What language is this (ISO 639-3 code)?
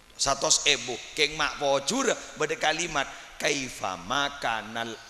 mad